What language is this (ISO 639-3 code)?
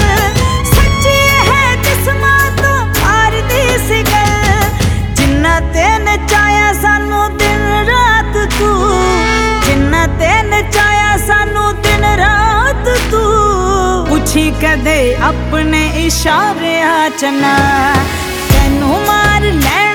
pan